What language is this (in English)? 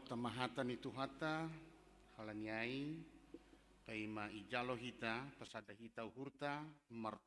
Batak Simalungun